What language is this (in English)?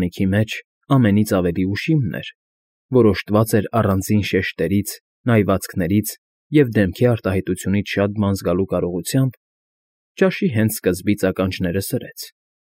Armenian